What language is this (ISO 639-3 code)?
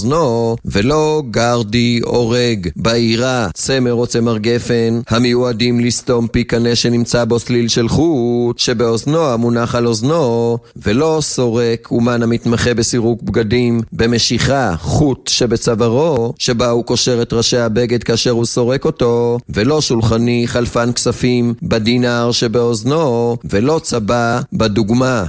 heb